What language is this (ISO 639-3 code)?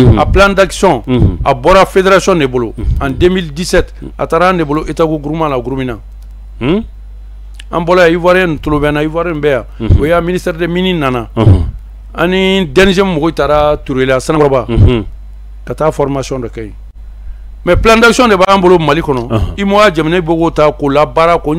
bam